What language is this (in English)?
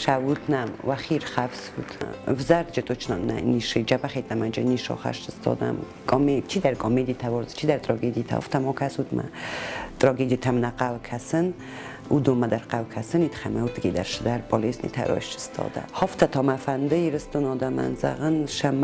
Ossetic